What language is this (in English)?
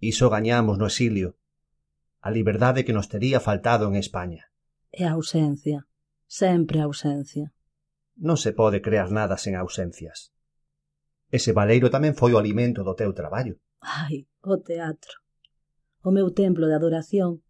Galician